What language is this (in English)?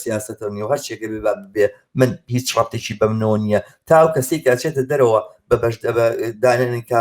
Central Kurdish